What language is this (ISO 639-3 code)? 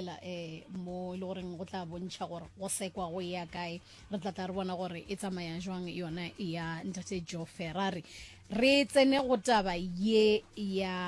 nso